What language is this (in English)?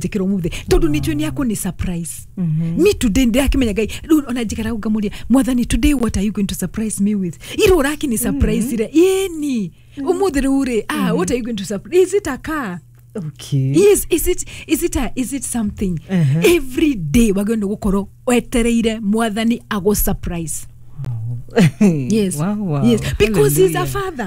Kikuyu